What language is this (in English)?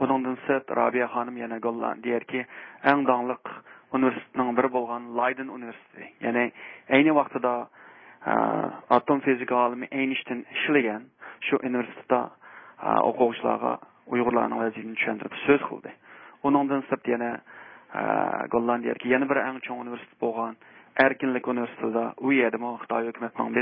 Uyghur